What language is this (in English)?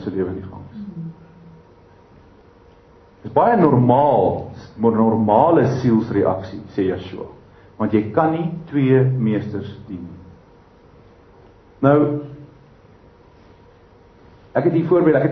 Afrikaans